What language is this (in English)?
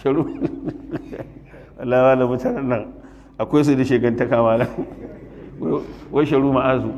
Hausa